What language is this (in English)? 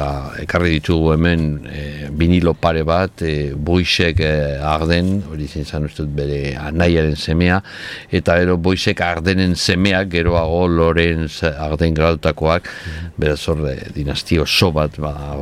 Basque